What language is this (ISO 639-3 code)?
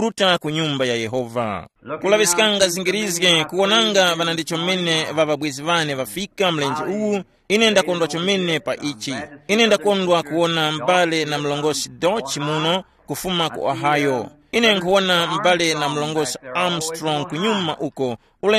tum